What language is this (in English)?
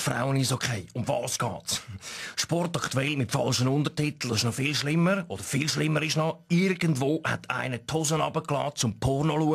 Swiss German